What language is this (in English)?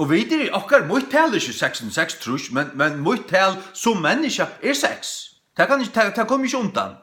Faroese